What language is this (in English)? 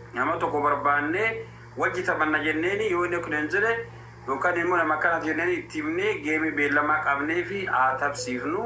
Oromo